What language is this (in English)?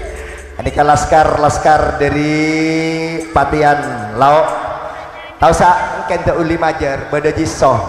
Madurese